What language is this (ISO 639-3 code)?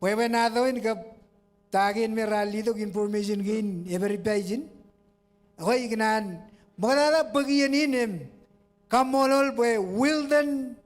mah